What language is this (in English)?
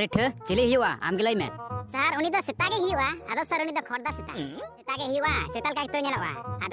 Santali